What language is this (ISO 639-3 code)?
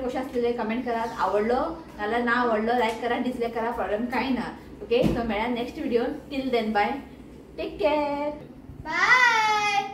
kok